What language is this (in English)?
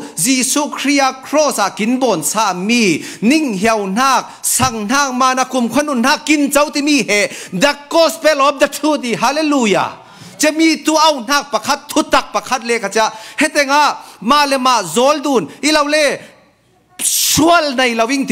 Falam Chin